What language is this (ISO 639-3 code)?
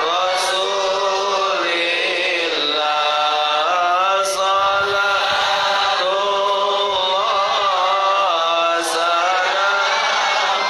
mui